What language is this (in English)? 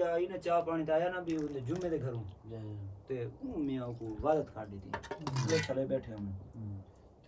Saraiki